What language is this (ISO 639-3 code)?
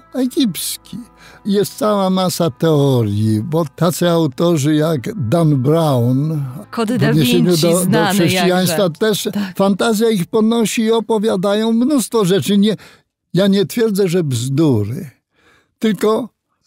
pol